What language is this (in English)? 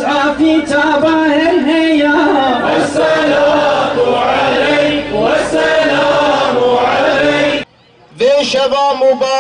Kurdish